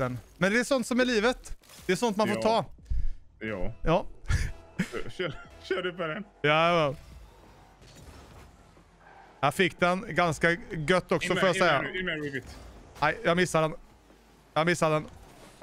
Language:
Swedish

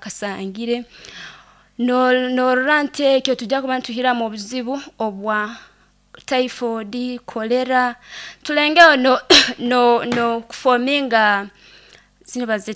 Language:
Nyoro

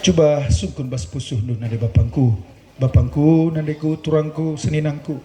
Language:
Batak Karo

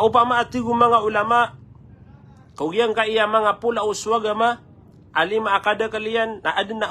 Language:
Maranao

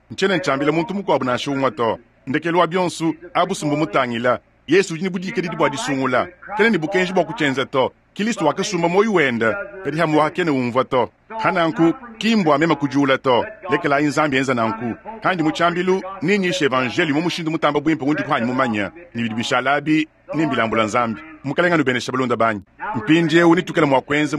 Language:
Luba-Lulua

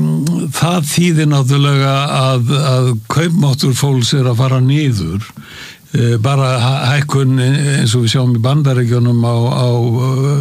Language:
Icelandic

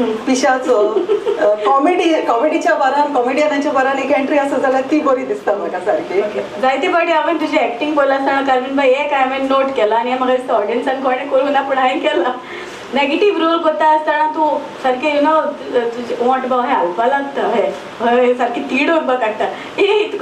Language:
Konkani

